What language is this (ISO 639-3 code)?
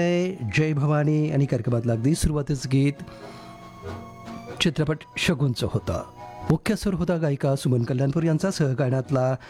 mar